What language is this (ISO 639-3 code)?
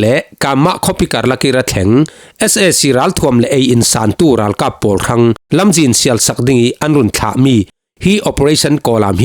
cfm